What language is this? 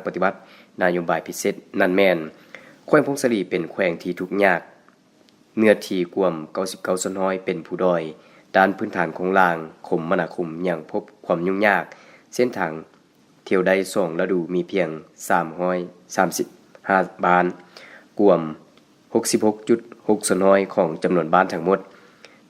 Lao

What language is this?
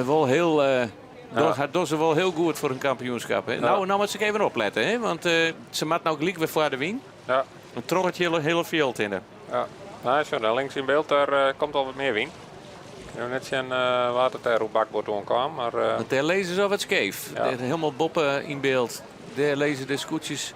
Western Frisian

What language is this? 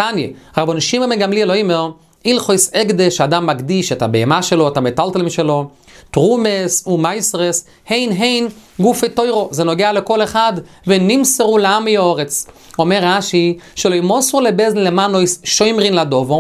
Hebrew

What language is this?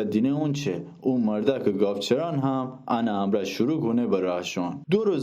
Gilaki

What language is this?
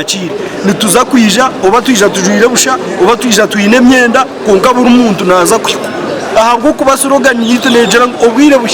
Nyankole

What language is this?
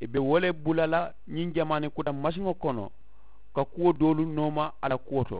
Mandingo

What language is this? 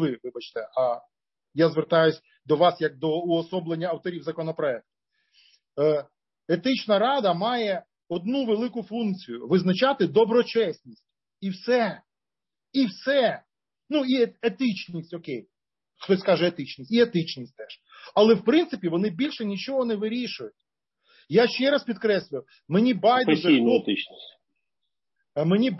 Ukrainian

